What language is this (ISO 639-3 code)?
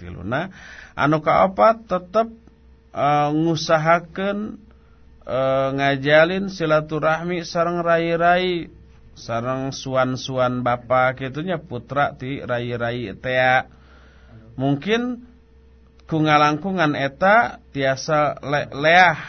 sun